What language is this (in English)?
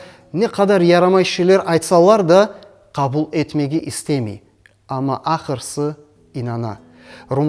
Crimean Tatar